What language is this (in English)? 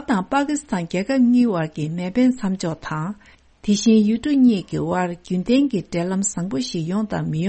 Tibetan